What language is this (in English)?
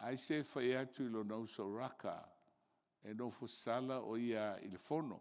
Samoan